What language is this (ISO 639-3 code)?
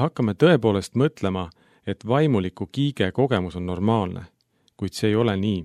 est